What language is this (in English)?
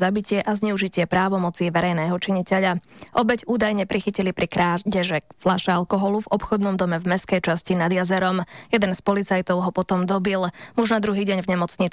Slovak